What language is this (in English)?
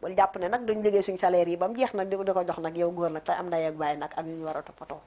Wolof